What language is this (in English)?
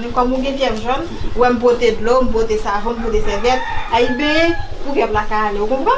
Haitian Creole